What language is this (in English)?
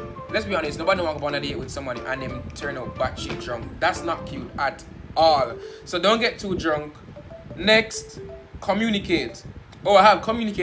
Jamaican Creole English